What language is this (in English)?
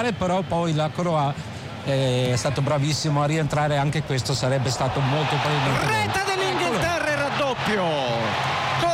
Italian